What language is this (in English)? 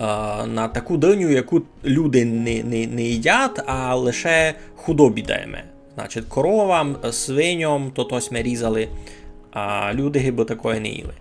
Rusyn